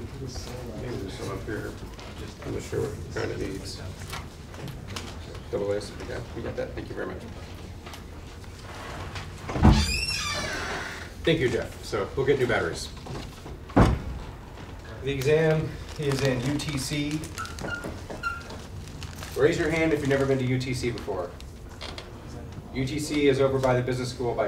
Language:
English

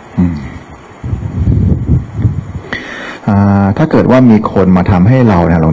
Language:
Thai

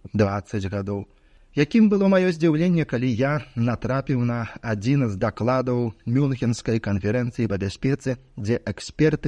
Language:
Belarusian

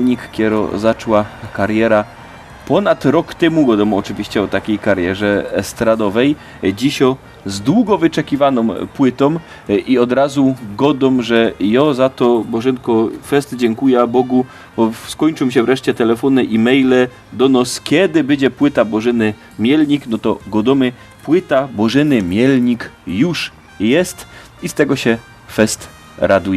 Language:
Silesian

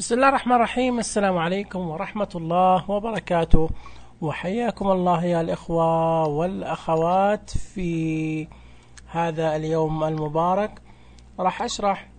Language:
Najdi Arabic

